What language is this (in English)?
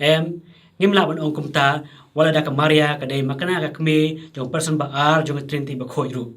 Khasi